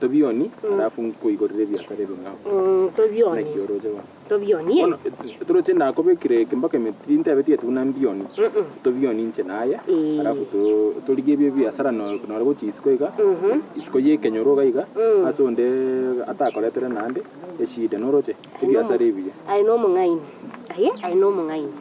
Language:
Gusii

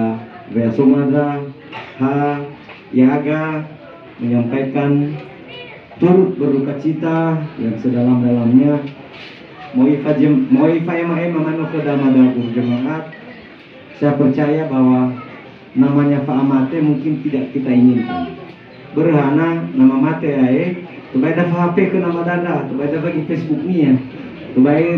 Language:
Nias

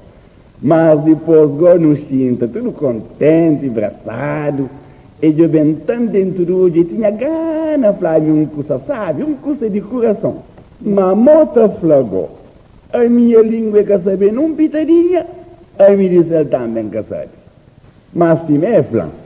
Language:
Kabuverdianu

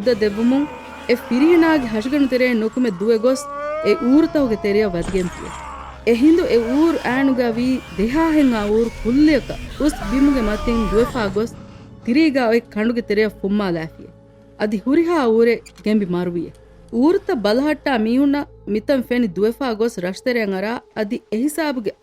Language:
Divehi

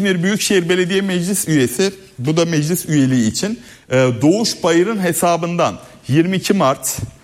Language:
Turkish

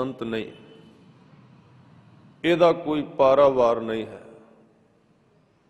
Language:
Punjabi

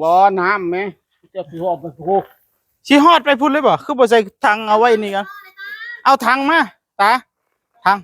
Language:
Northeastern Thai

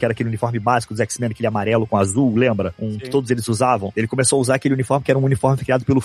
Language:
Portuguese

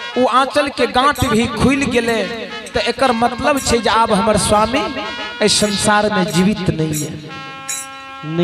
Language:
Maithili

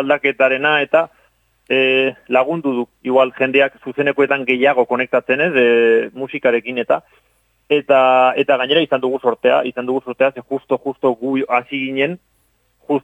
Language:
Basque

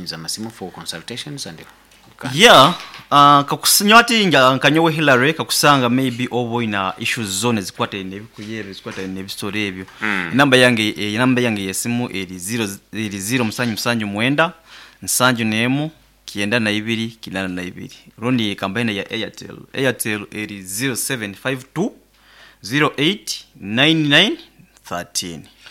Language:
Nyoro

